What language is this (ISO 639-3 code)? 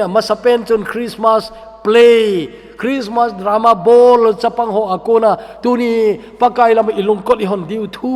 tcz